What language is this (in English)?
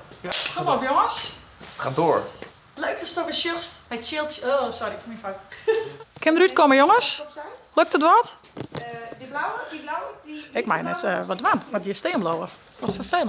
Western Frisian